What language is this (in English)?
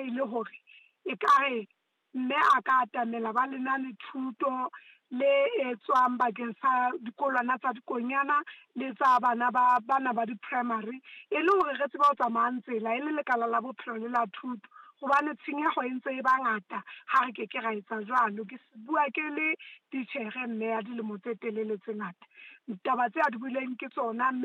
Southern Sotho